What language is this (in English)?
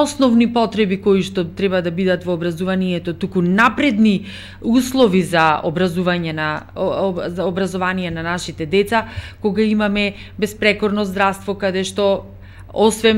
Macedonian